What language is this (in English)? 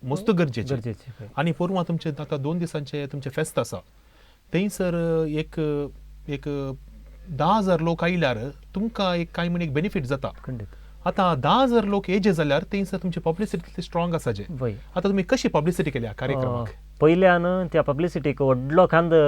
Konkani